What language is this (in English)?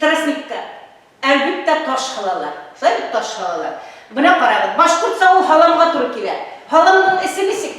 Bashkir